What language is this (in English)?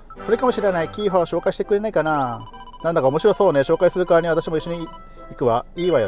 Japanese